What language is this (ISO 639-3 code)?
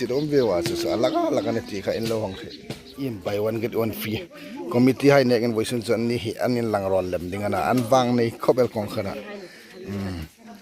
hmr